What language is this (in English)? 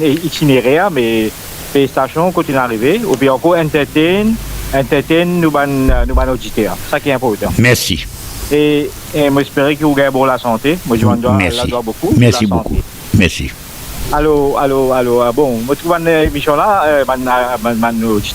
Morisyen